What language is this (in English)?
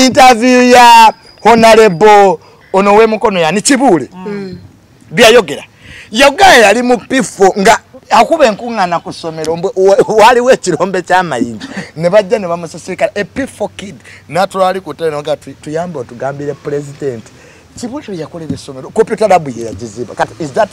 Ganda